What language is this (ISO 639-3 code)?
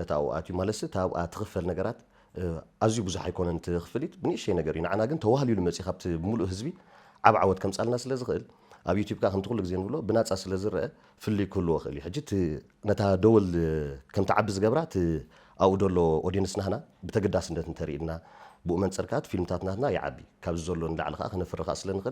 tir